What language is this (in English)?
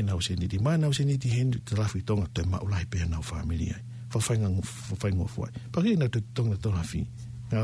Tongan